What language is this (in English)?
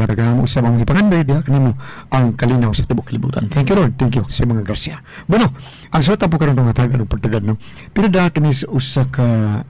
Cebuano